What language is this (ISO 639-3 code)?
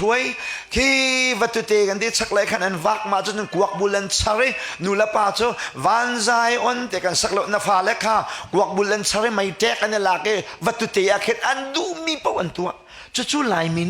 cnh